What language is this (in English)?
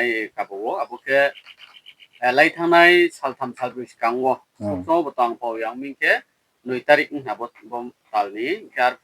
Riang (India)